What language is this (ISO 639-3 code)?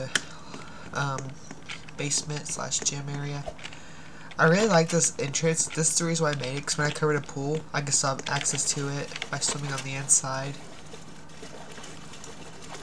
eng